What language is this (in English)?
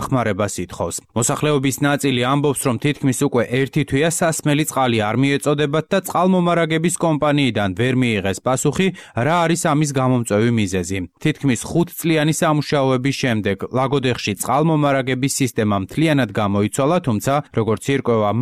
Georgian